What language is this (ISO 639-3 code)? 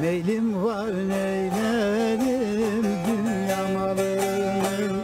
zza